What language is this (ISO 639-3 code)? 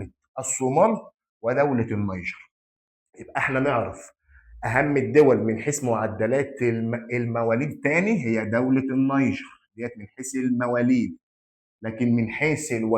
arz